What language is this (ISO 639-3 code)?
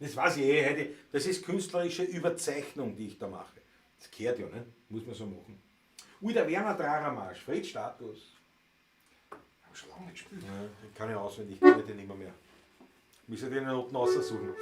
bar